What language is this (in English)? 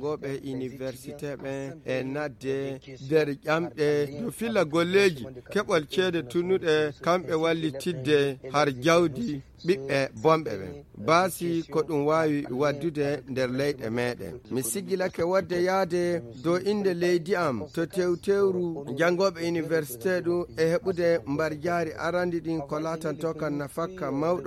Fula